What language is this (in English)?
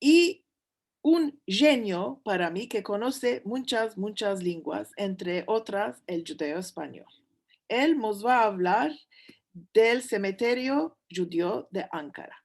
Ladino